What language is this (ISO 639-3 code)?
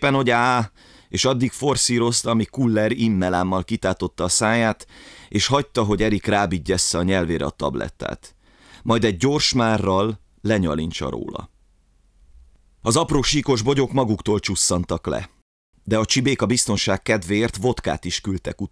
hun